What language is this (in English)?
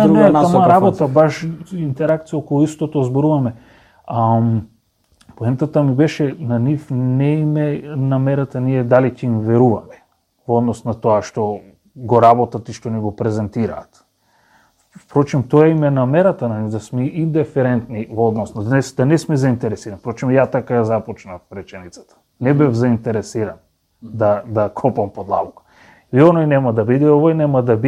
Macedonian